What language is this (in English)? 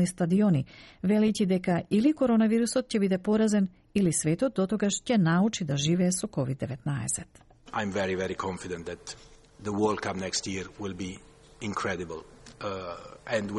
Macedonian